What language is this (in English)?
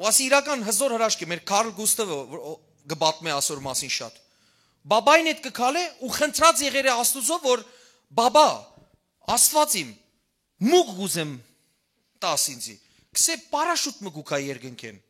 Western Armenian